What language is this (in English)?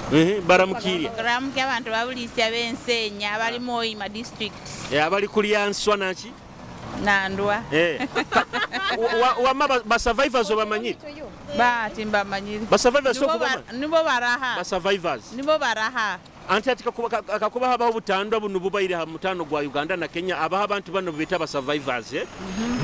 Nyoro